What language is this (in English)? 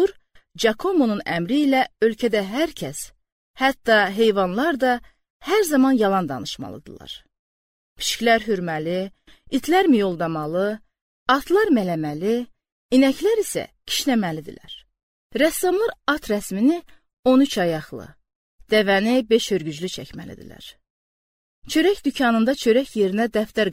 Azerbaijani